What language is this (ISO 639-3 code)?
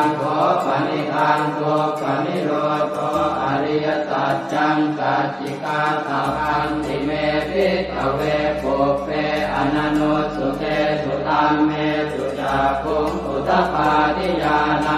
pli